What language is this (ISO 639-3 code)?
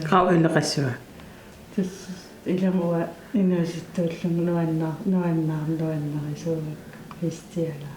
kal